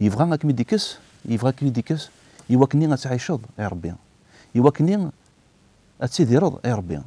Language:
Kabyle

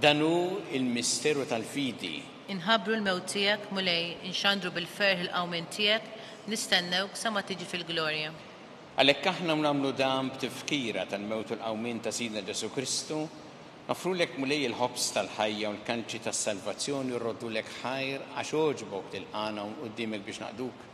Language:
Maltese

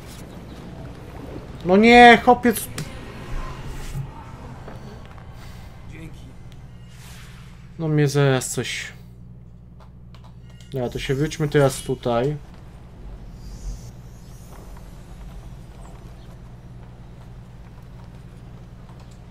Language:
Polish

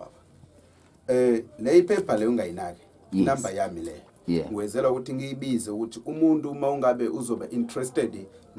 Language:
Zulu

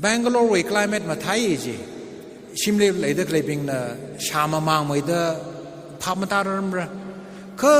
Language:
Tangkhul Naga (India)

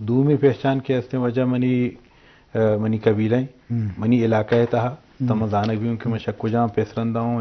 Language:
Eastern Balochi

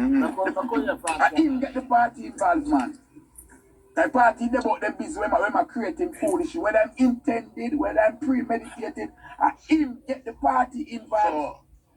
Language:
Jamaican Creole English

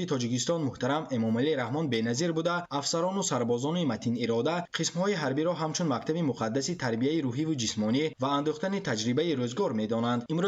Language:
Tajik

